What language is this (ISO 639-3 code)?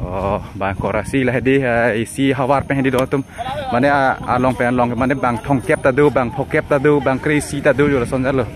mjw